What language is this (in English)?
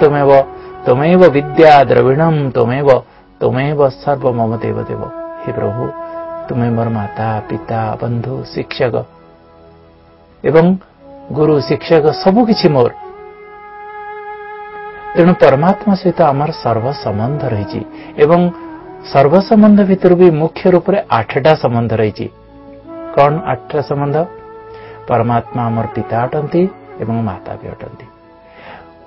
Odia